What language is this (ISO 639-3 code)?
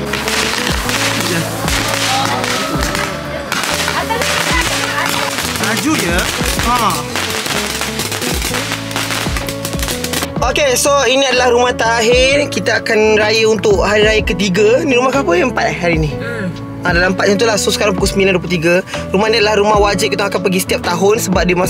msa